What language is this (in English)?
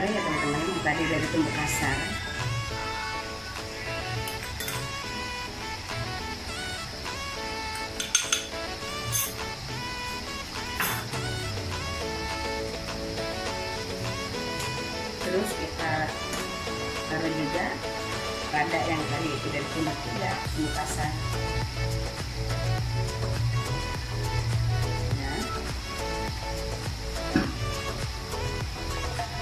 Indonesian